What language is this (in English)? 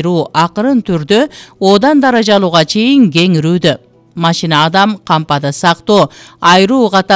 Kyrgyz